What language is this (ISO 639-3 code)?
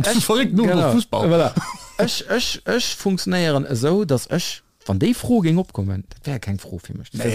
ltz